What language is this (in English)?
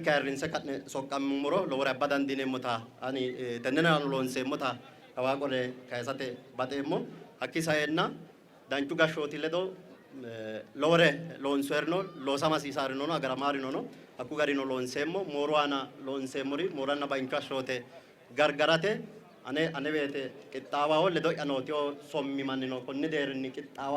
Sidamo